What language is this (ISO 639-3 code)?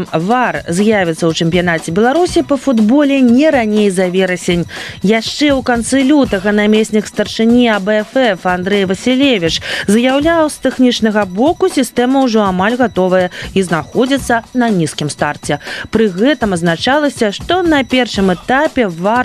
bel